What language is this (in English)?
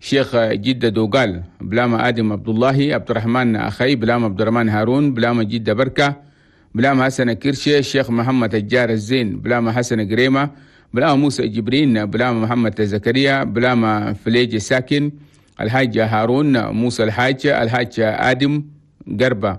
Chadian Arabic